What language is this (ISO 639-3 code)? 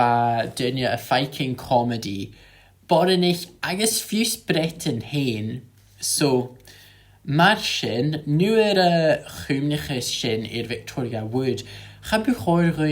gla